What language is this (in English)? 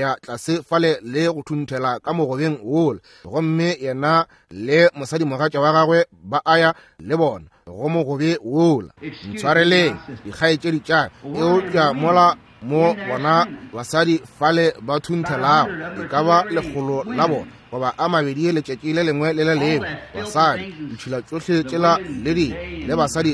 Northern Sotho